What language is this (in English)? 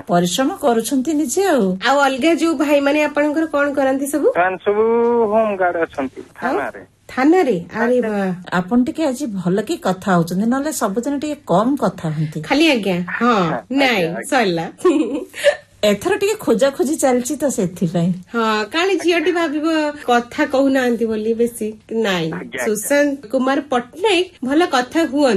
Odia